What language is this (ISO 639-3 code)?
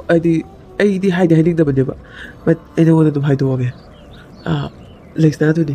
mni